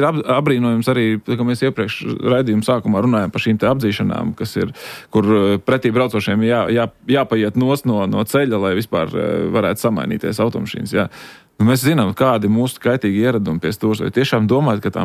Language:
Latvian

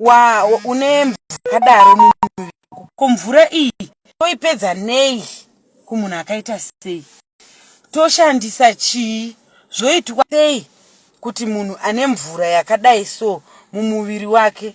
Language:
Shona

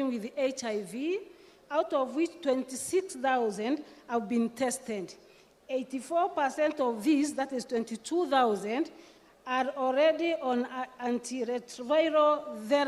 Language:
Meru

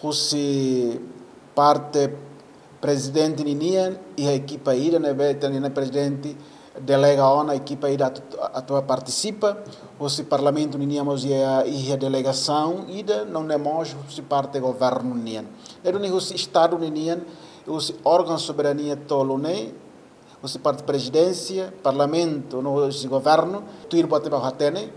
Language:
Tetum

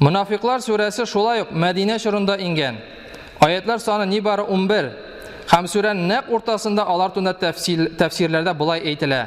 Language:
Tatar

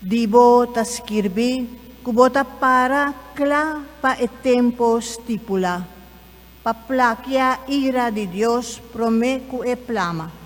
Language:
Papiamento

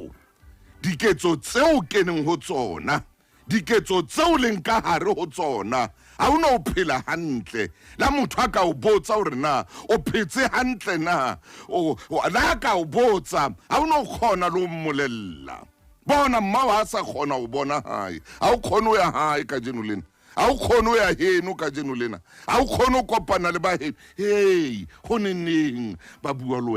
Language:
Southern Sotho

